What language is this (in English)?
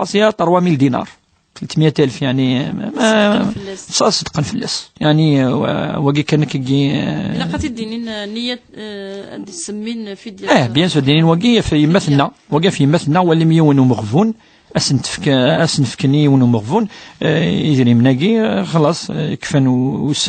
Kabyle